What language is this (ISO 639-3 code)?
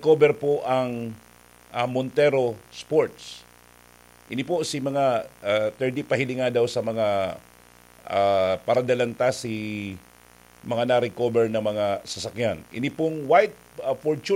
bik